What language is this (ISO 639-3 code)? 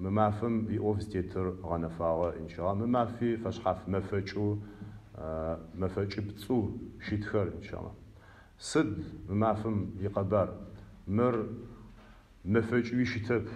ady